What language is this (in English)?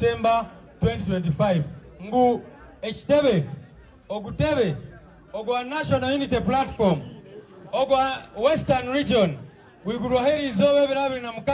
Ganda